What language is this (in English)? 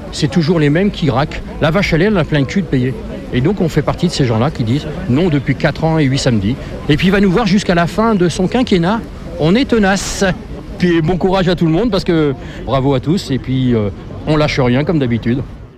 French